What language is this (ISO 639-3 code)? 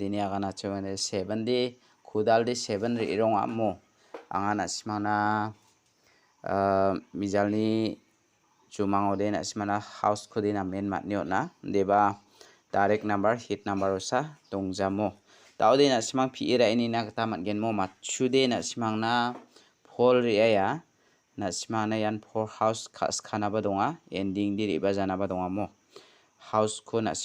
grt